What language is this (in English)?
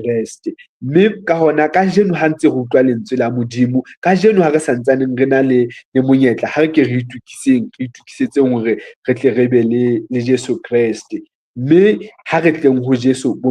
Southern Sotho